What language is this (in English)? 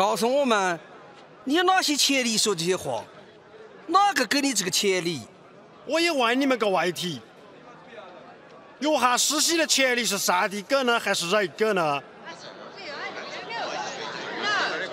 Chinese